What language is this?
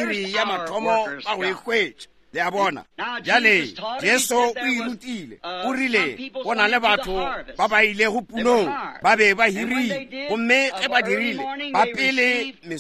Northern Sotho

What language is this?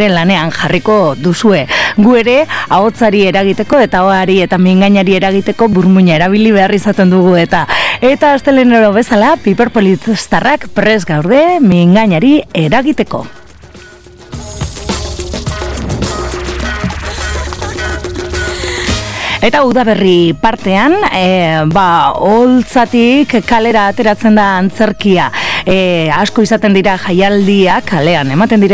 Basque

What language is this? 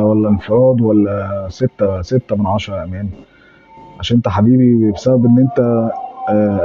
Egyptian Arabic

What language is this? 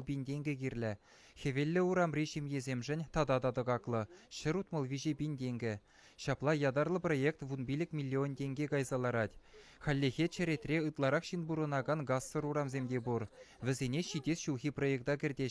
Chuvash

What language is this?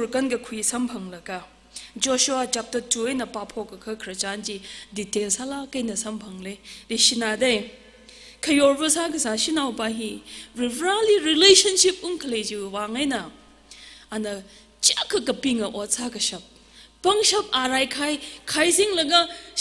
Tangkhul Naga (India)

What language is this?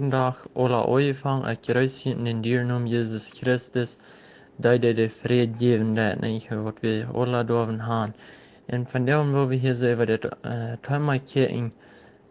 Plautdietsch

